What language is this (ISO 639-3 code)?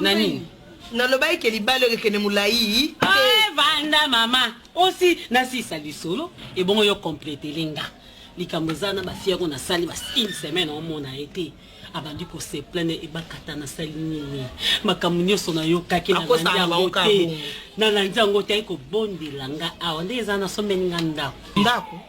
lin